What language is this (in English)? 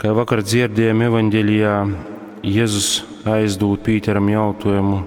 Latgalian